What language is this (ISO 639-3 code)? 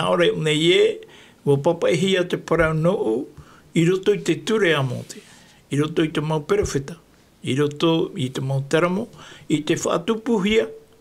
tah